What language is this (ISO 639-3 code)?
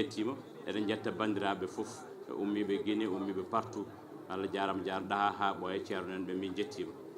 ful